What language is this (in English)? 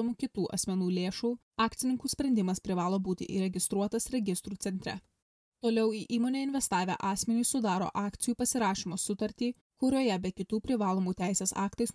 Lithuanian